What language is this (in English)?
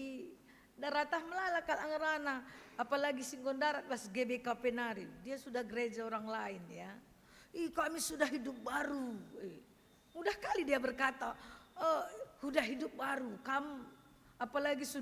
Batak Karo